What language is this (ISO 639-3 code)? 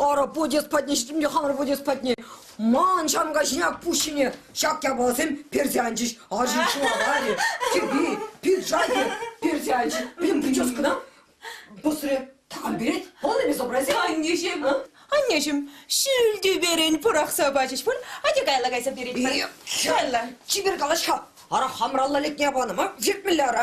chv